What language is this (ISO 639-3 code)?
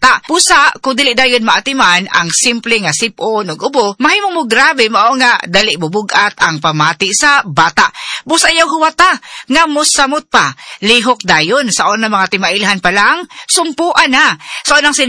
ceb